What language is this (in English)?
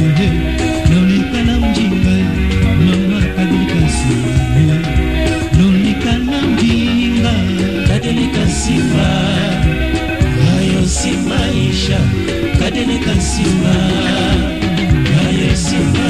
Swahili